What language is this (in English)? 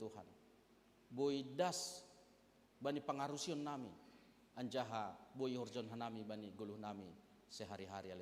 Batak Simalungun